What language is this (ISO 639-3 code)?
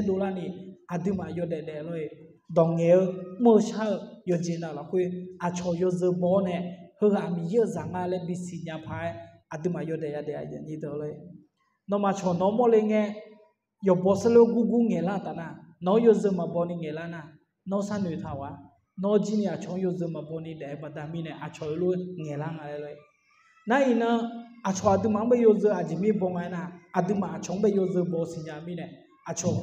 ahk